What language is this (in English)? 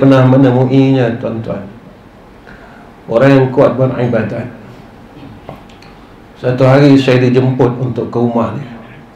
Malay